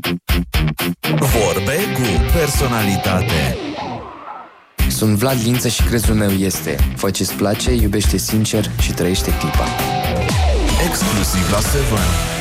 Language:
Romanian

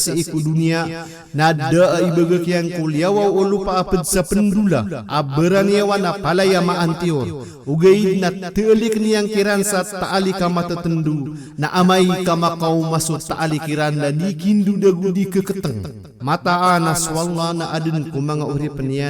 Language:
Maranao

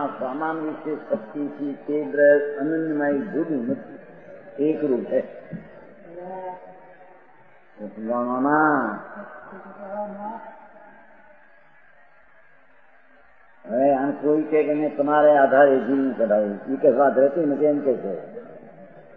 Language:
Gujarati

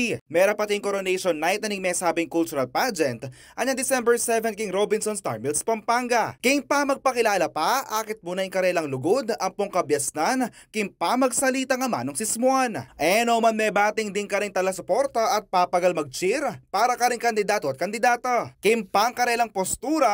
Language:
Pampanga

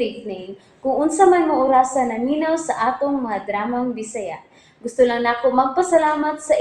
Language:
Cebuano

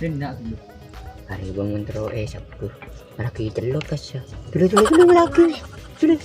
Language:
Madurese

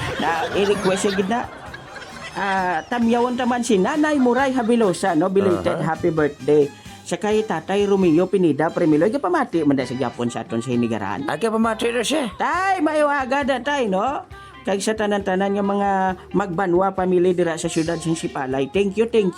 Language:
Hiligaynon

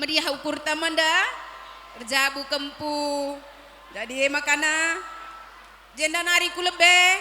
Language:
Batak Karo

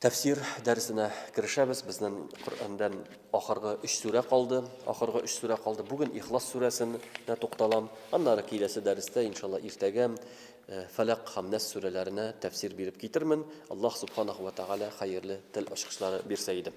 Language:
Tatar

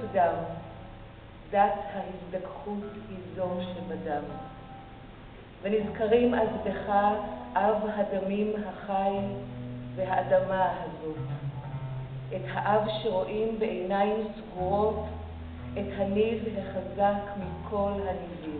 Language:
Hebrew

